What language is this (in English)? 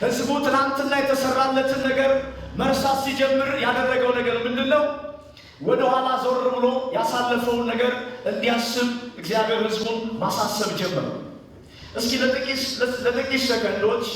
Amharic